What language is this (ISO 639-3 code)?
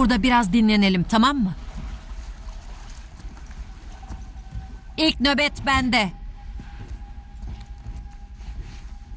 tur